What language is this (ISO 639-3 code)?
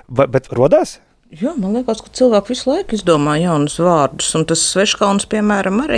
lav